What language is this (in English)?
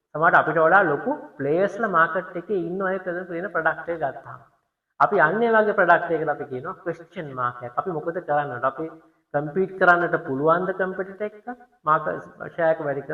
Sinhala